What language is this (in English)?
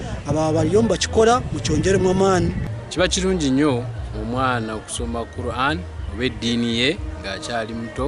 Nyankole